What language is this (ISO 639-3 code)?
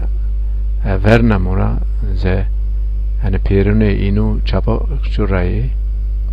zza